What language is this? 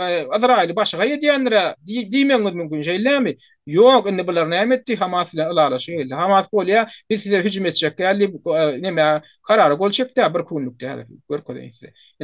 Turkmen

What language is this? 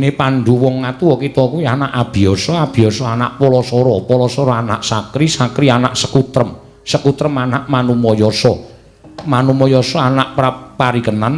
Javanese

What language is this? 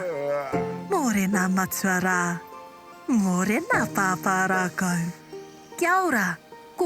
Māori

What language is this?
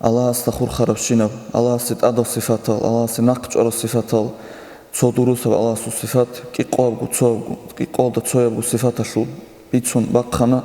Avaric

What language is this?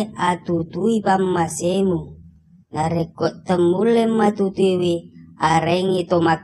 Buginese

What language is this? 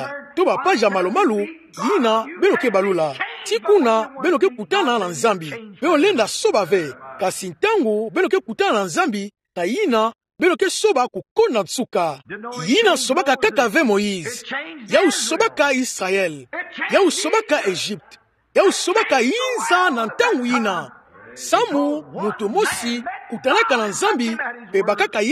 Kituba (Democratic Republic of Congo)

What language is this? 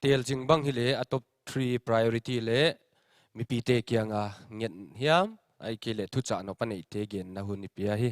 Paite Chin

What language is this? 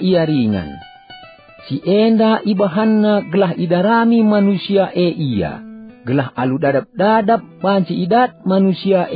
Batak Karo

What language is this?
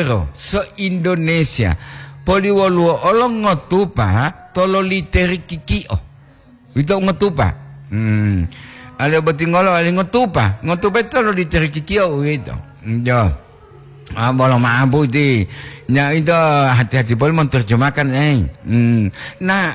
Gorontalo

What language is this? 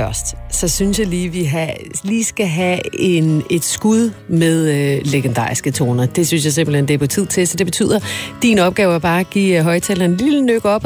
Danish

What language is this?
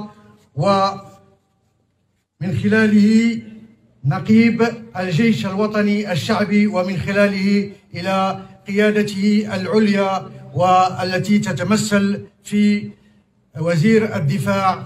Arabic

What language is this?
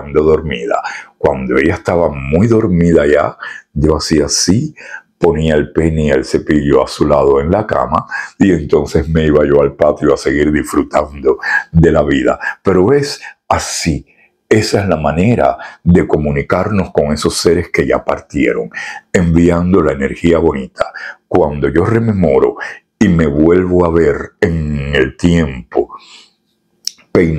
Spanish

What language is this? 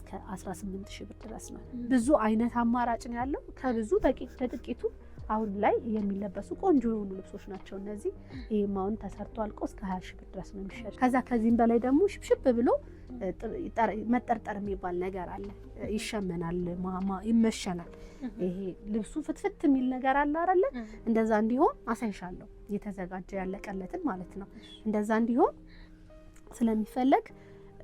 Amharic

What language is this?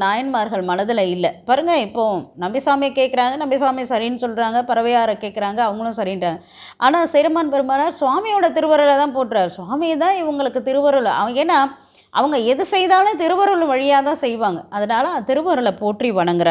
Tamil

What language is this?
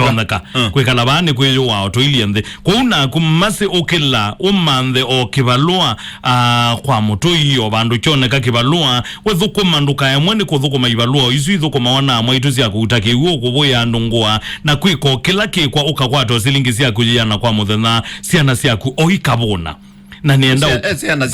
Kamba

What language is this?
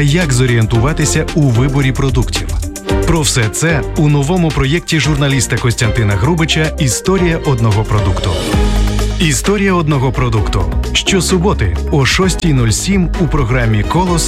Ukrainian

